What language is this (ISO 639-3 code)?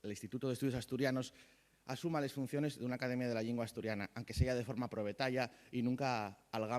ast